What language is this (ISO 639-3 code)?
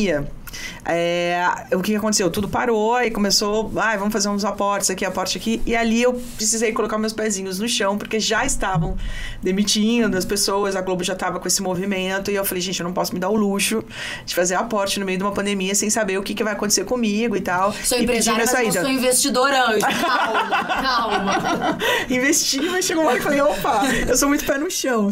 por